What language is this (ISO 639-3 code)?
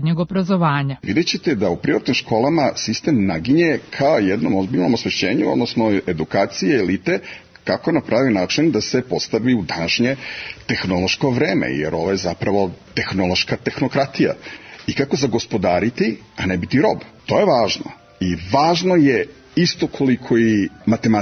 srp